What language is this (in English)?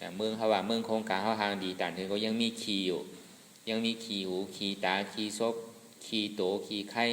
Shan